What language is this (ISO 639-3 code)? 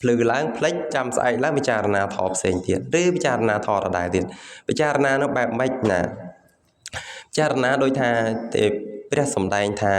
khm